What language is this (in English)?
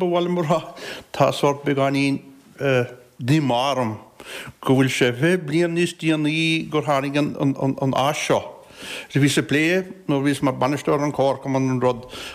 Irish